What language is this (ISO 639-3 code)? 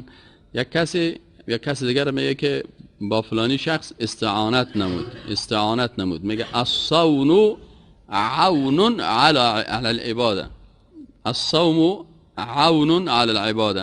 fas